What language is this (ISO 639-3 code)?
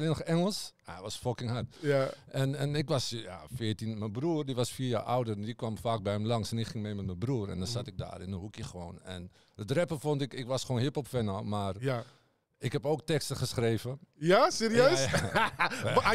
nld